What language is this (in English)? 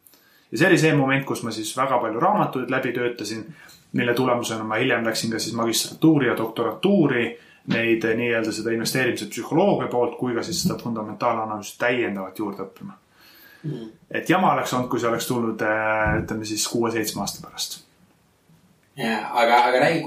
Estonian